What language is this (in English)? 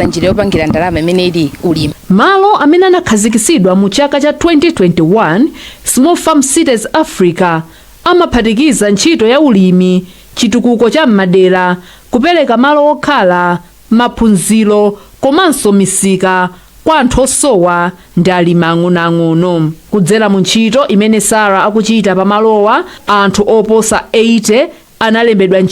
Nyanja